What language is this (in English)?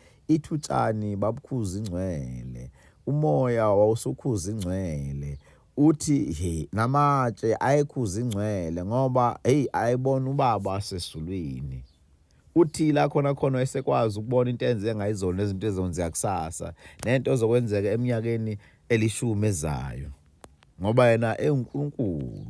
Zulu